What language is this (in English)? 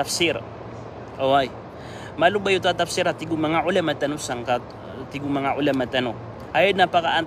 Maranao